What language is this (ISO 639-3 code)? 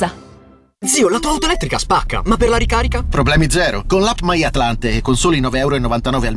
ita